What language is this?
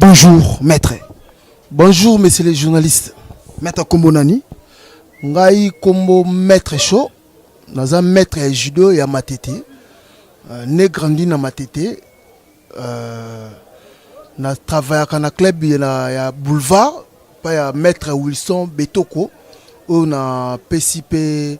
Lingala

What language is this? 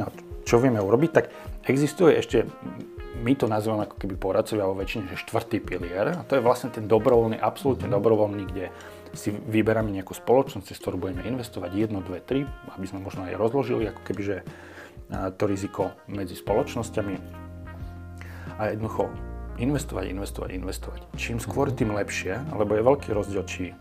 Slovak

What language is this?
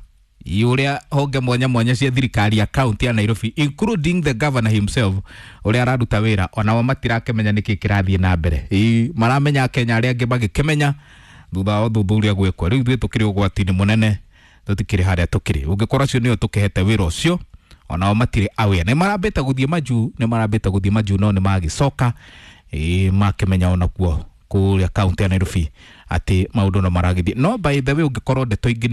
Kikuyu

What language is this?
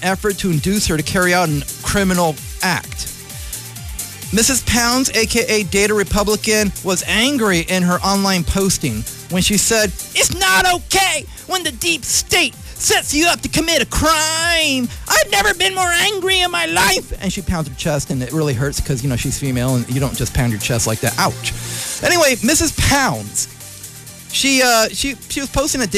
English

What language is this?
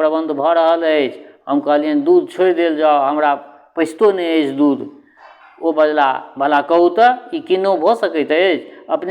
Maithili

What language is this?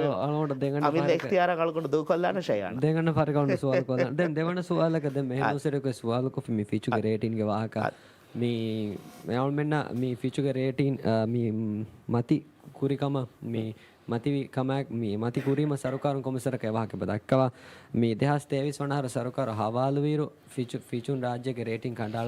Divehi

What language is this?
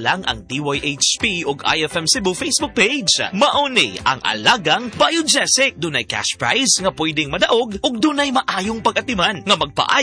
Cebuano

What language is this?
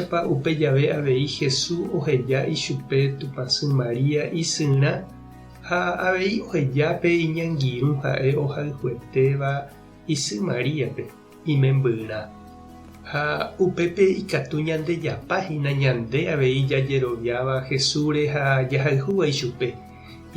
Guarani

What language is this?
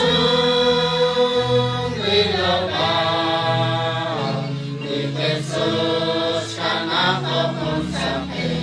Kekchí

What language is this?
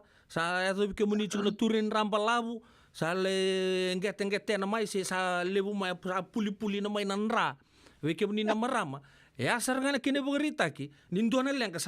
Fijian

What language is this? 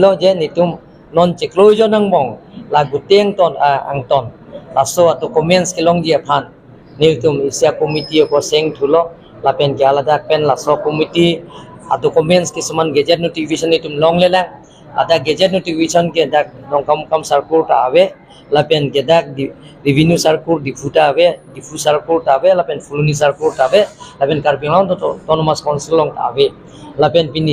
Karbi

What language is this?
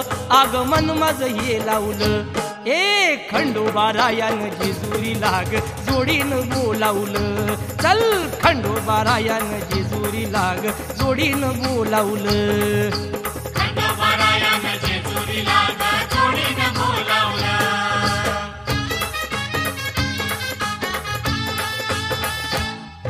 Marathi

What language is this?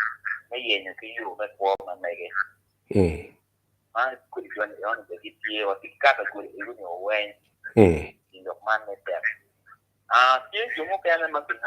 Acoli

